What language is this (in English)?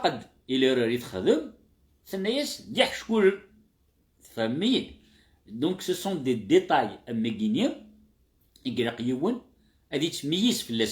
Kabyle